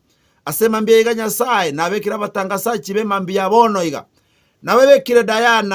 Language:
Gusii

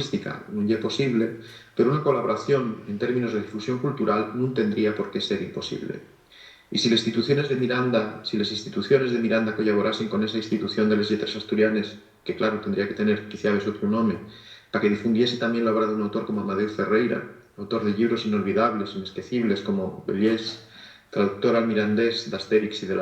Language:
Asturian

